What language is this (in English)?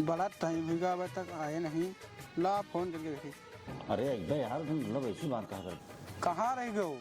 Awadhi